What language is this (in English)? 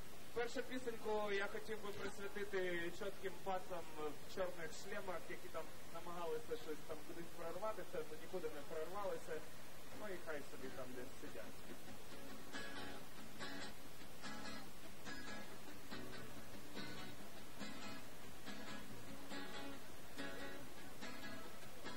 Ukrainian